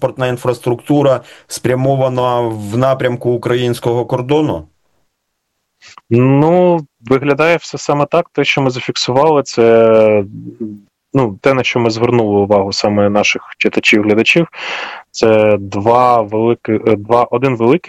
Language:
Ukrainian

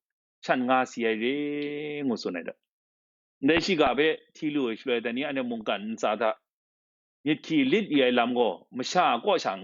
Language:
Kachin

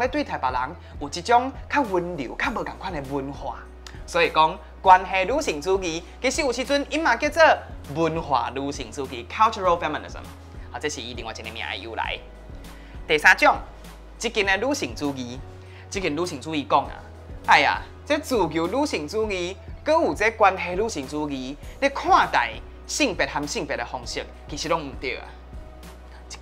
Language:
Min Nan Chinese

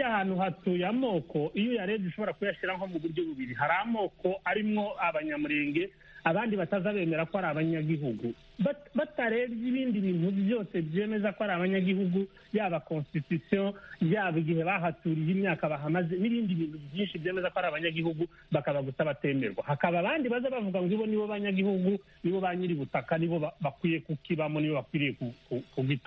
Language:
Kinyarwanda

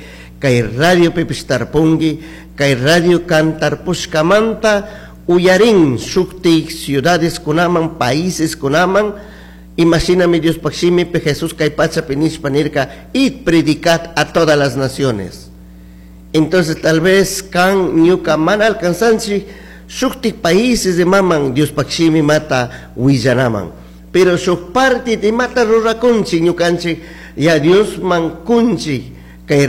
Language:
Chimborazo Highland Quichua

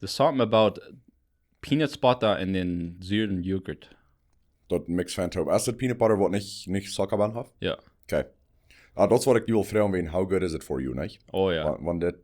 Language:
Plautdietsch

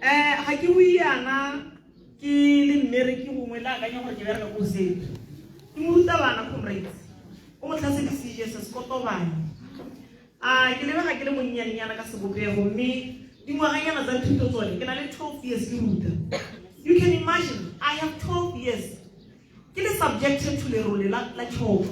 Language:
Tswana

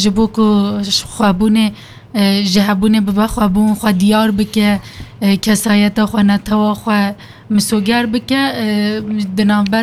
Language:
Kurdish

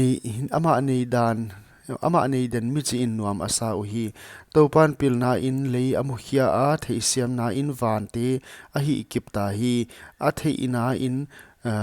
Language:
Paite Chin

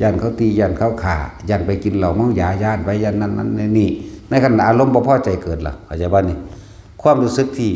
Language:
Northeastern Thai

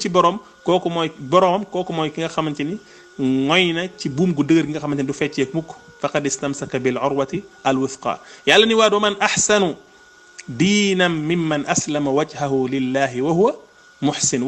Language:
Wolof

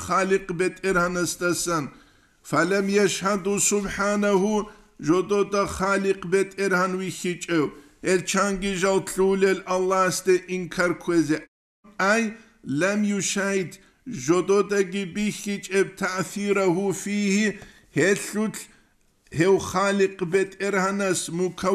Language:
Avaric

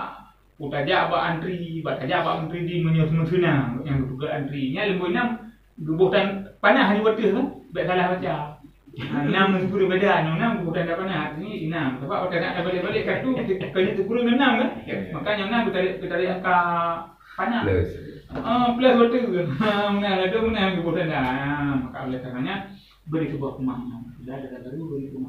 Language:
Achinese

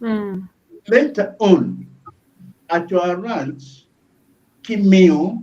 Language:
Acoli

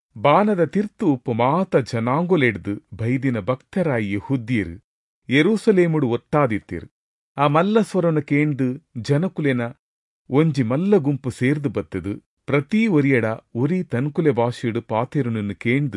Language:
Tulu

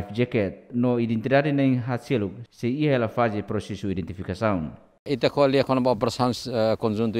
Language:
Tetum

